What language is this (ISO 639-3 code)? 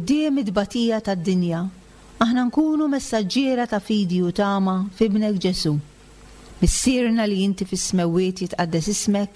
mlt